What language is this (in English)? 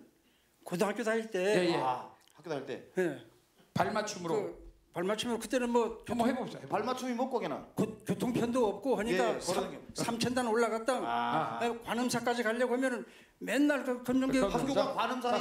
Korean